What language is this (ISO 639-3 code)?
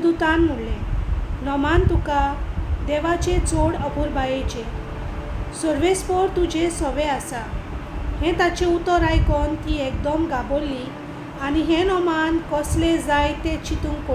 kok